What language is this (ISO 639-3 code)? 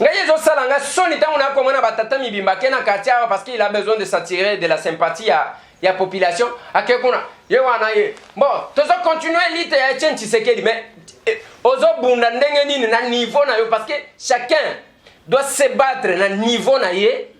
lin